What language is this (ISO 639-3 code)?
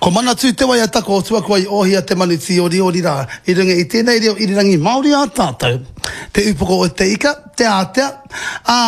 mri